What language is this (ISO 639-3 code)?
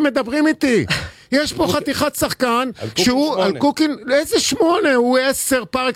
heb